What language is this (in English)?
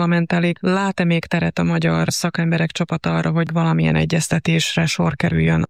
Hungarian